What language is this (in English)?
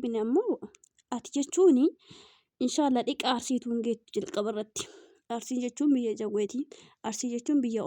Oromo